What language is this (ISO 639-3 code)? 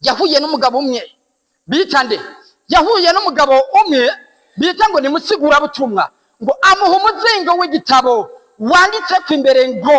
run